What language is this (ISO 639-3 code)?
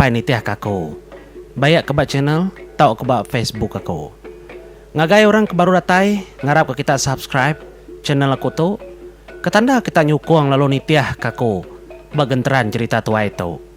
iba